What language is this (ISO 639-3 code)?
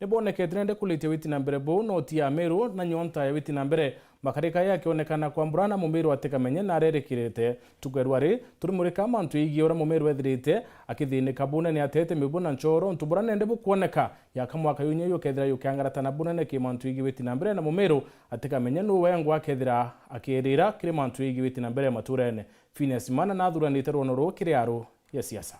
mer